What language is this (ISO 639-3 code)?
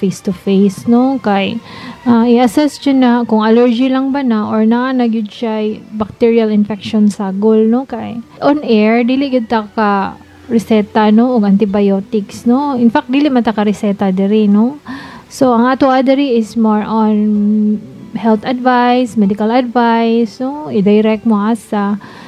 ceb